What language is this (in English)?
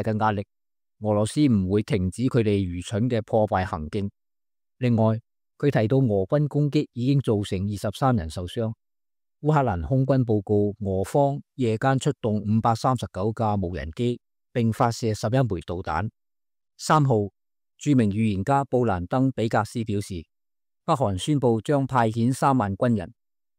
Cantonese